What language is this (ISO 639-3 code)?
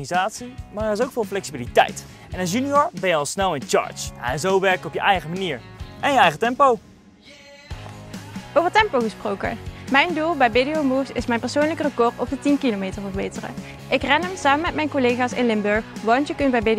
nld